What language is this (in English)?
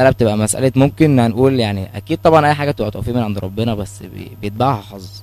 Egyptian Arabic